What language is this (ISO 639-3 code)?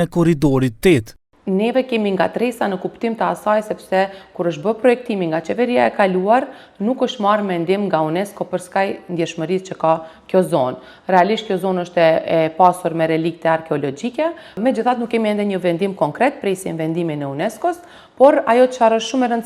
sqi